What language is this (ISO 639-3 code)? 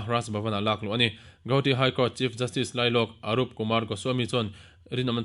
lus